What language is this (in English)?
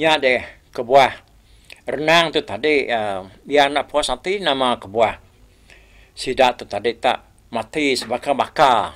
Iban